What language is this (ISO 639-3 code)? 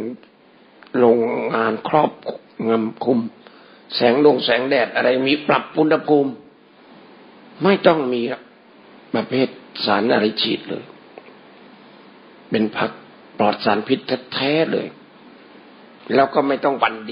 tha